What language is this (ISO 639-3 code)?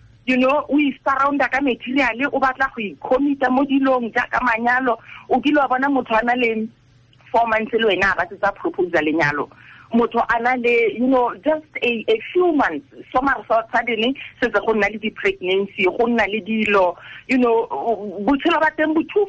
tsn